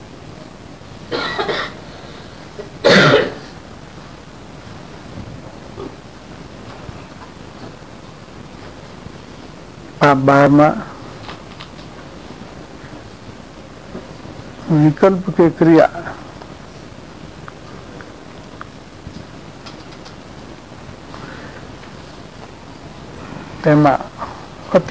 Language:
Gujarati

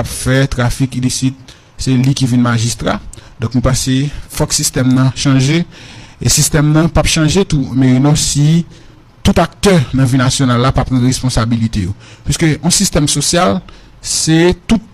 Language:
Haitian Creole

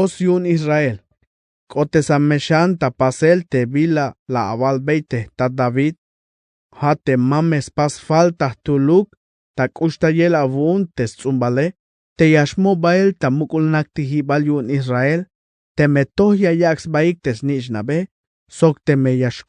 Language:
Tzeltal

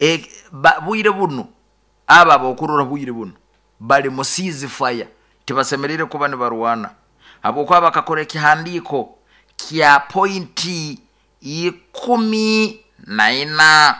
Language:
Nyoro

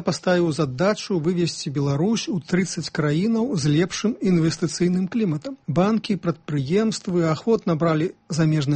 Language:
Belarusian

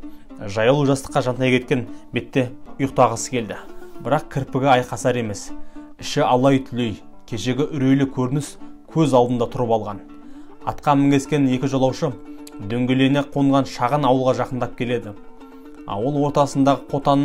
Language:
Kazakh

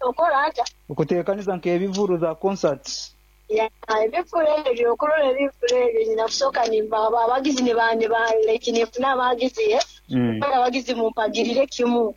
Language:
Nyoro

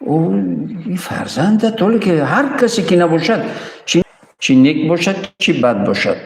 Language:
Tajik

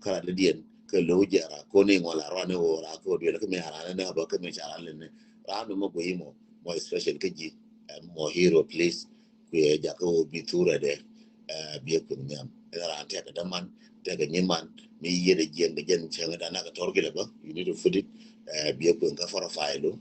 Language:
Nuer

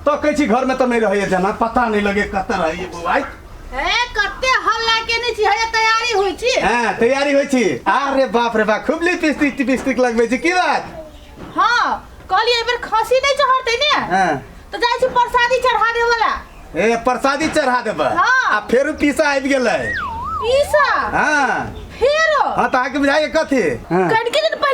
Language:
Maithili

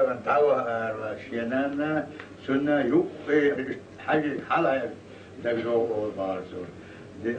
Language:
Chechen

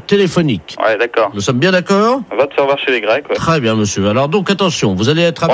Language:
French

